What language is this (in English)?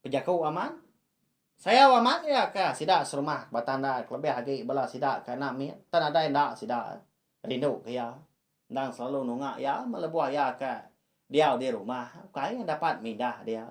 Iban